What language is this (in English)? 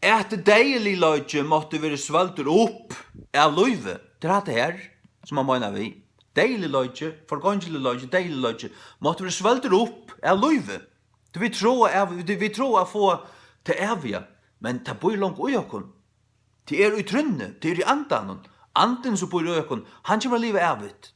Faroese